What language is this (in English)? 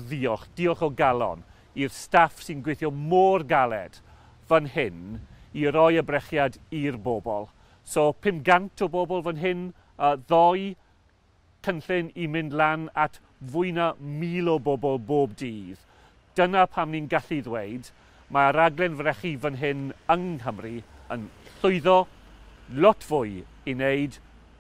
Welsh